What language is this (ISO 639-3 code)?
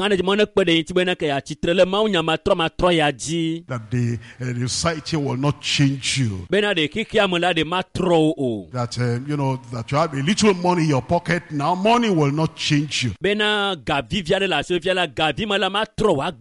ewe